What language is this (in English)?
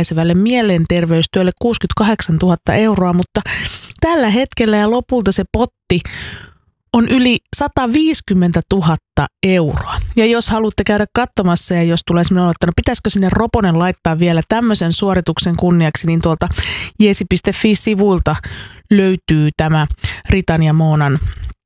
Finnish